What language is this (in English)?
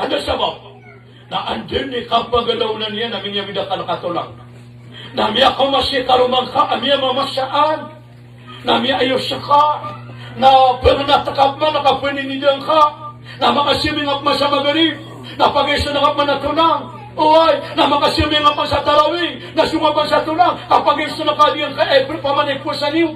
Maranao